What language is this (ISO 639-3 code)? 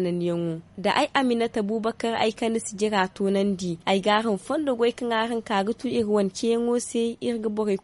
dje